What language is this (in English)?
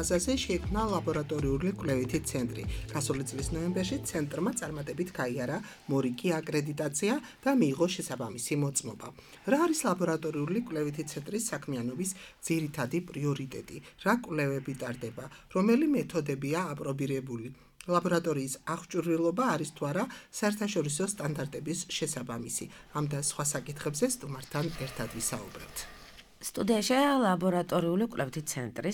Georgian